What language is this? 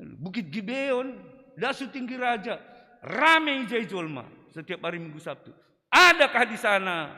Batak Simalungun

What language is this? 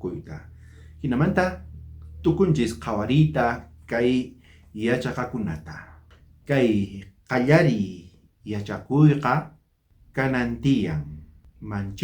South Bolivian Quechua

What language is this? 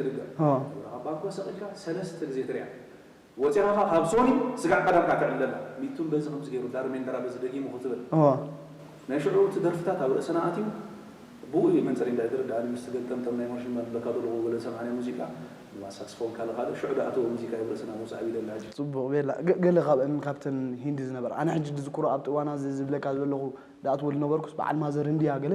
Tigrinya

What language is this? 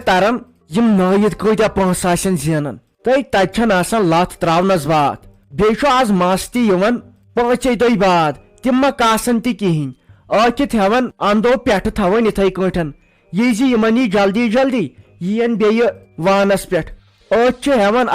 Kashmiri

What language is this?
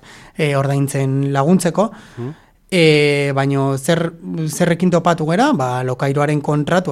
Basque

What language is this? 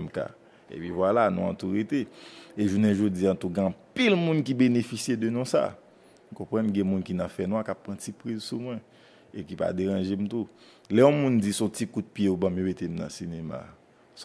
Haitian Creole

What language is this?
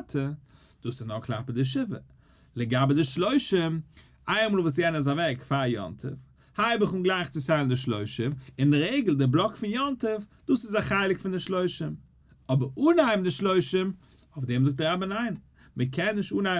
Yiddish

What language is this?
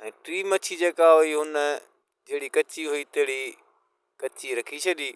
Sindhi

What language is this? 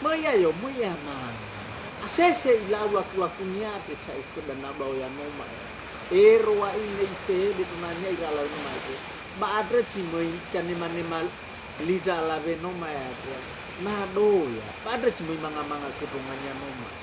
Nias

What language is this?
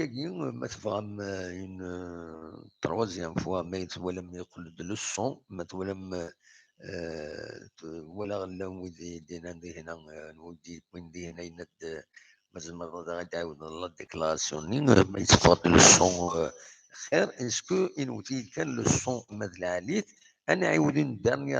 Kabyle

